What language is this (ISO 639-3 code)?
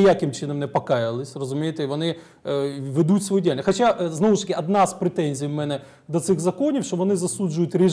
ukr